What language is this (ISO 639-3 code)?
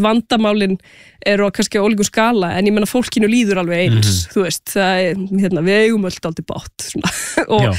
isl